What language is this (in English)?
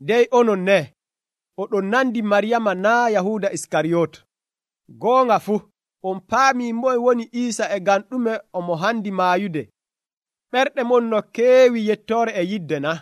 Nigerian Fulfulde